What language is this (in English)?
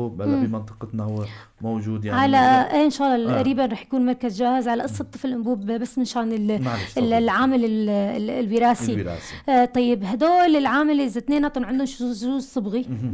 North Levantine Arabic